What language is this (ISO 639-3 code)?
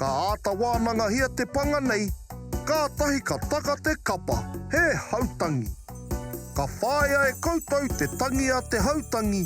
mri